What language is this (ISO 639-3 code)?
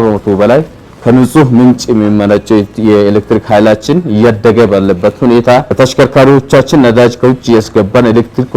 amh